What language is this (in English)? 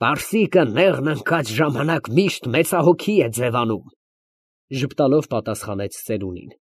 Armenian